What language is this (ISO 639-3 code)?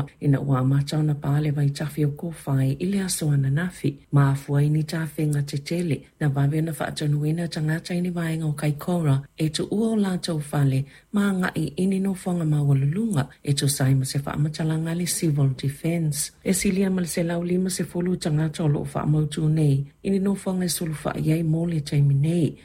smo